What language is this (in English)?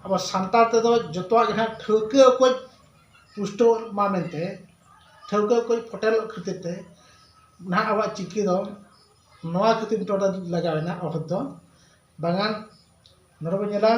Santali